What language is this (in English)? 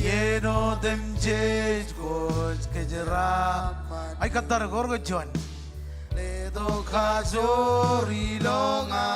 Marshallese